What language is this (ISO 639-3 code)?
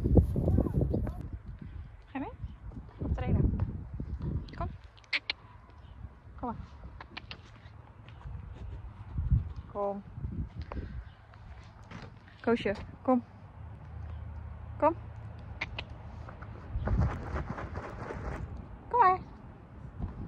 nld